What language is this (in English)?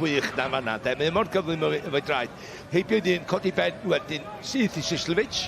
Welsh